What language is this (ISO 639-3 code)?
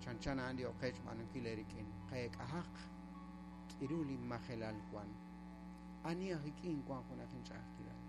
kek